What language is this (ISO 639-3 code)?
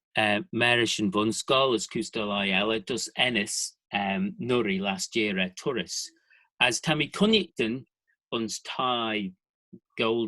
glv